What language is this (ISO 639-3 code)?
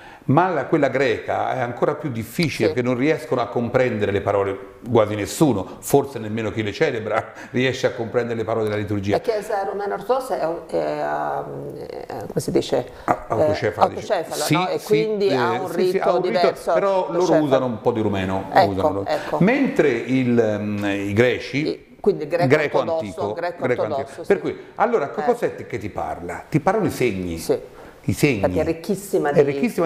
ita